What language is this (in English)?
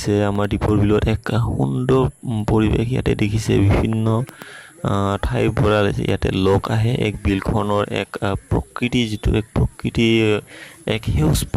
Assamese